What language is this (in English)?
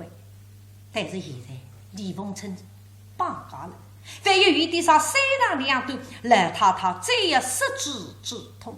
Wu Chinese